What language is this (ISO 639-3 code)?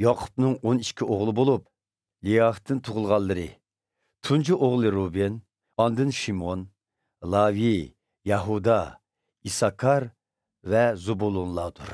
uig